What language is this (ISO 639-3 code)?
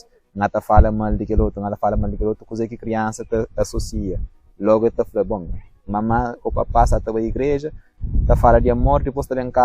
kea